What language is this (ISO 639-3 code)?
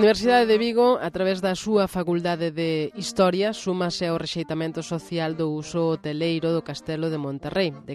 glg